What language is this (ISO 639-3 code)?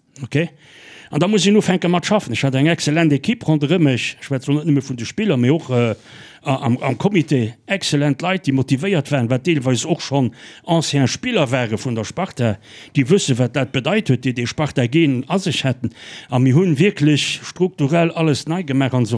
ltz